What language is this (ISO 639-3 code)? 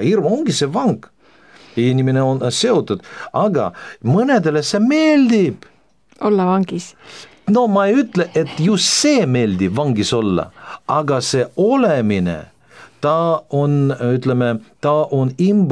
est